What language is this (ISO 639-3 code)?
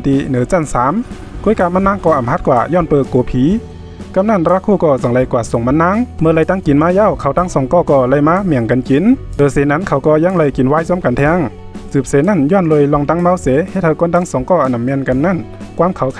shn